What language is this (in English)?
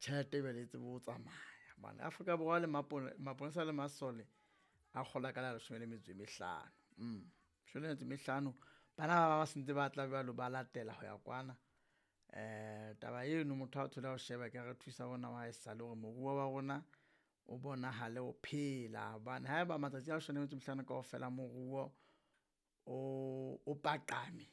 Southern Sotho